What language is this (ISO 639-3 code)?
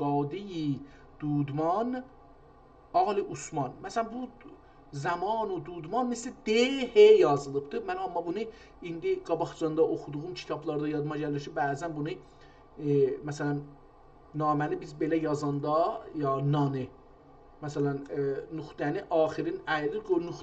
azb